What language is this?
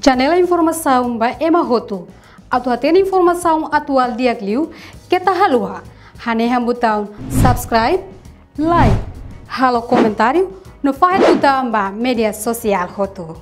Tetum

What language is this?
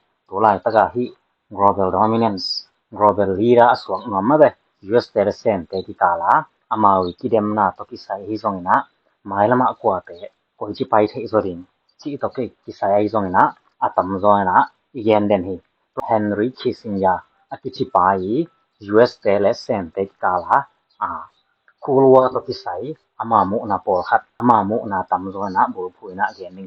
Tedim Chin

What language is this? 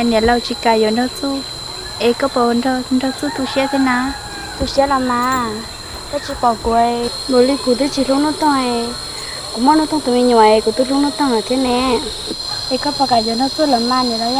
Hmong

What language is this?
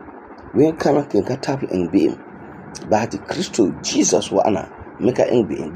Frafra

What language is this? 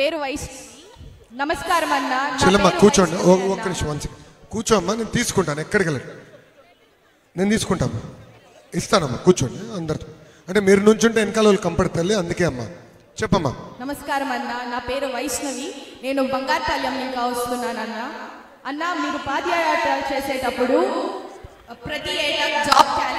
Telugu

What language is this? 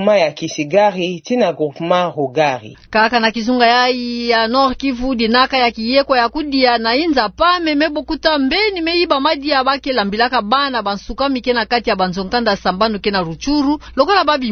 Kituba (Democratic Republic of Congo)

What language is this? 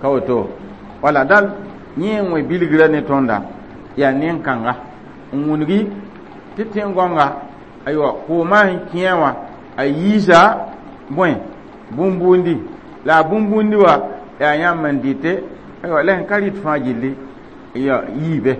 Mossi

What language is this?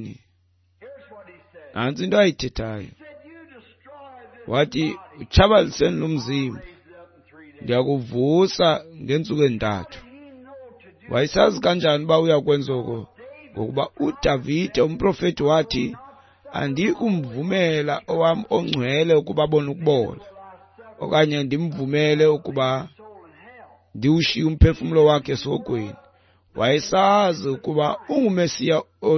Xhosa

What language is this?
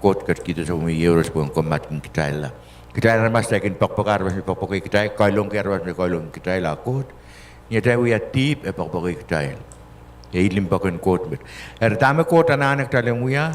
Pohnpeian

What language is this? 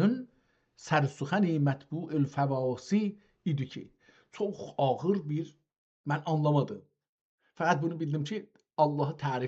South Azerbaijani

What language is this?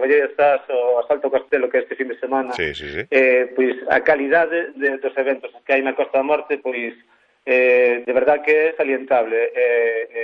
Galician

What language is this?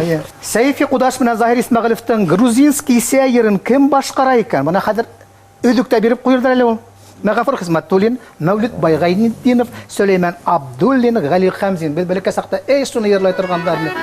Bashkir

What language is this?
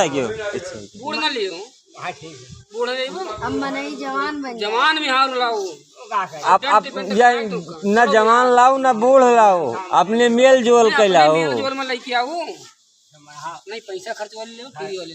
Awadhi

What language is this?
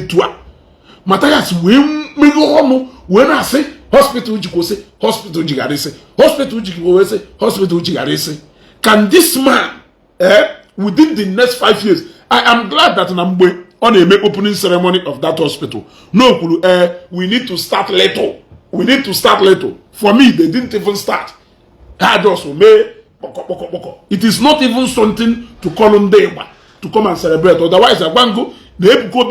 Igbo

